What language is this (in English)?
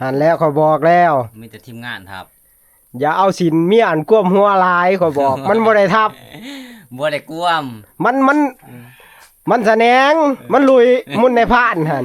Northeastern Thai